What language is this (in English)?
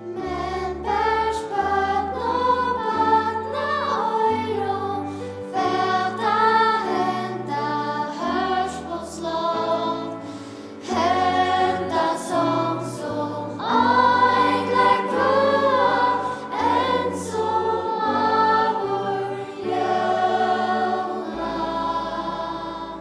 Faroese